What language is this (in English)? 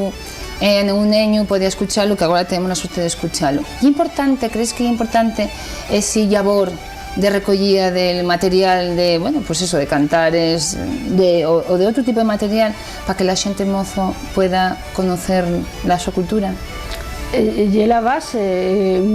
Asturian